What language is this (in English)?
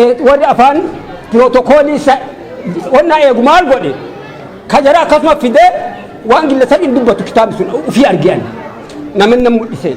Oromo